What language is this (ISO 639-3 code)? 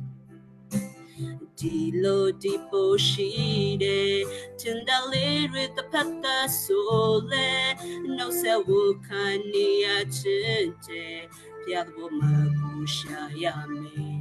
kyu